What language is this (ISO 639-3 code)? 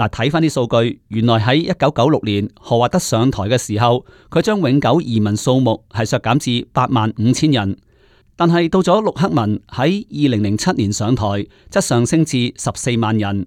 yue